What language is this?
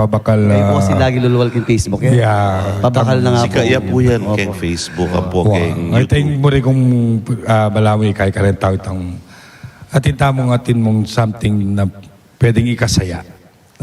Pampanga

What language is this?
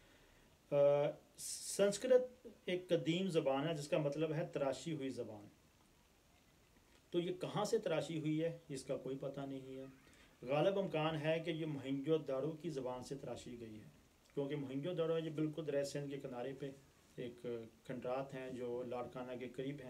Urdu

